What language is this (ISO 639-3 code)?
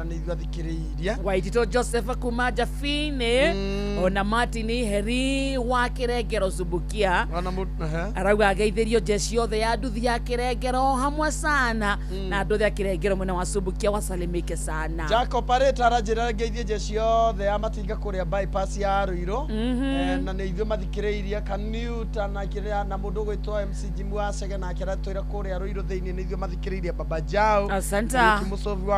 kik